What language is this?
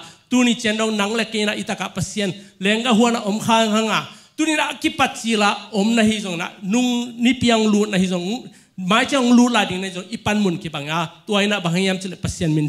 Tedim Chin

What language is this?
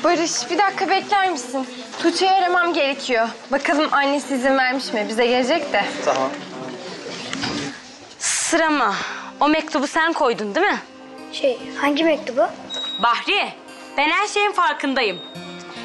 Turkish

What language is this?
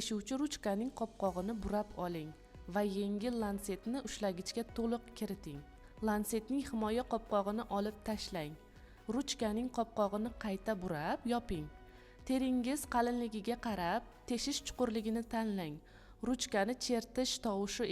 Uzbek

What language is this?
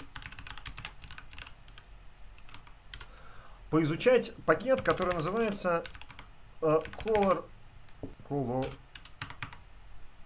Russian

